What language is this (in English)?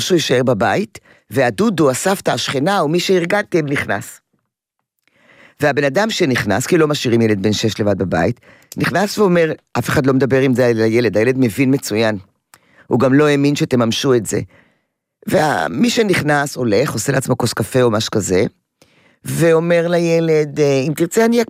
Hebrew